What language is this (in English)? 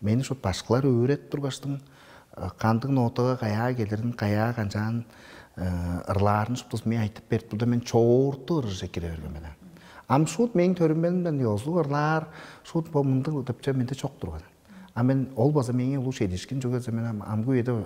Tuvinian